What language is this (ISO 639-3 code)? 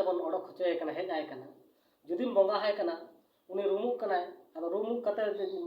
sat